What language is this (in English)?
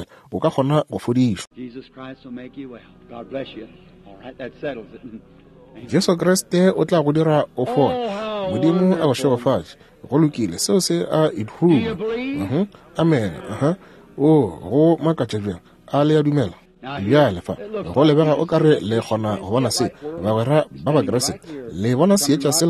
Northern Sotho